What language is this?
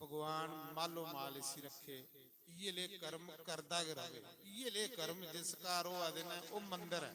Dogri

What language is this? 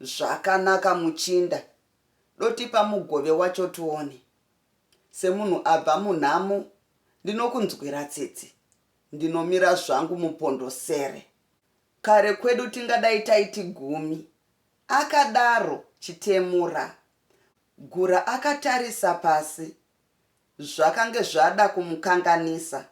Shona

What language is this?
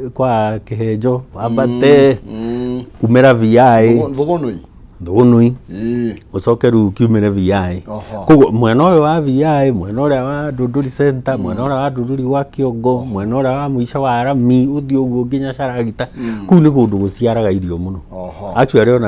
Kikuyu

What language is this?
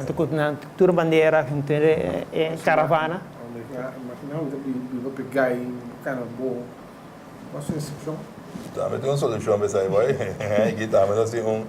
Papiamento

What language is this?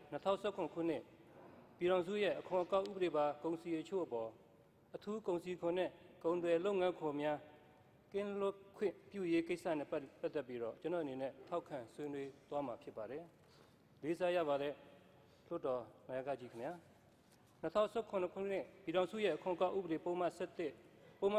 Burmese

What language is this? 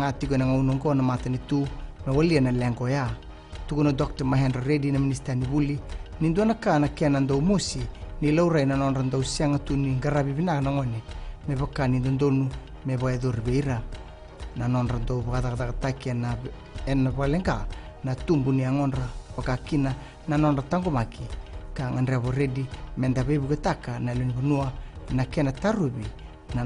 Fijian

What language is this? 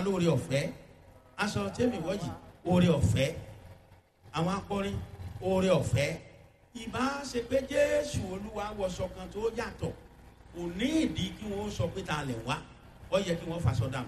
Yoruba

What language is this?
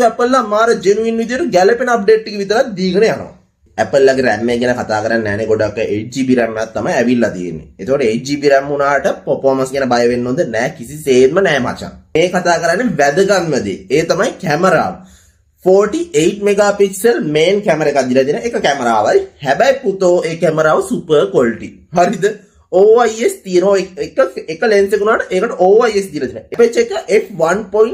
Sinhala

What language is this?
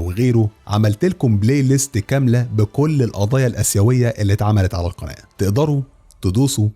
Egyptian Arabic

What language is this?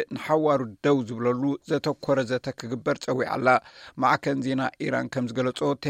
Tigrinya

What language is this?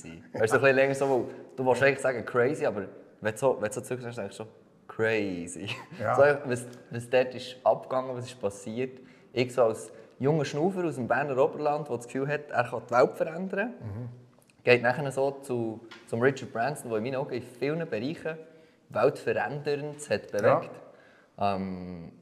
Swiss German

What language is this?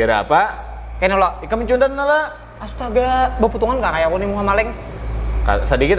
Banjar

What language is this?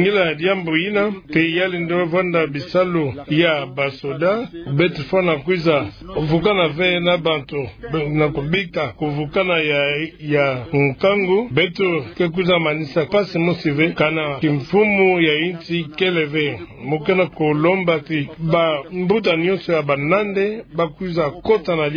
Kituba (Democratic Republic of Congo)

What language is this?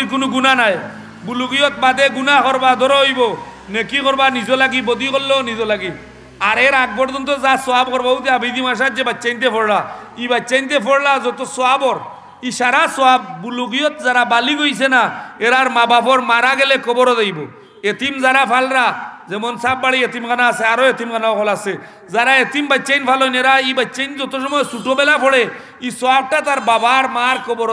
Sylheti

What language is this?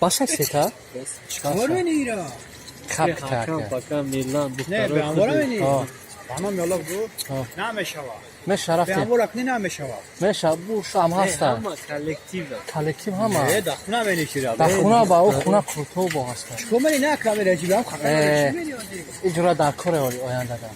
Tajik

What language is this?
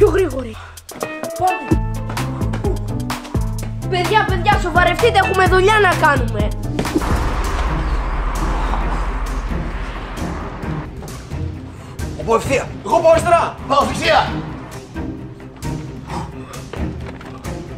Greek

